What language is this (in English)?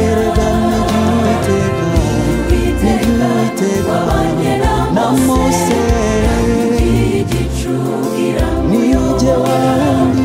Kinyarwanda